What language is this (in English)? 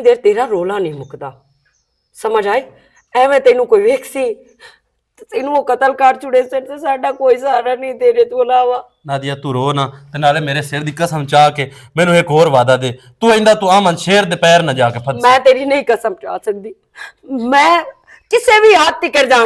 Western Panjabi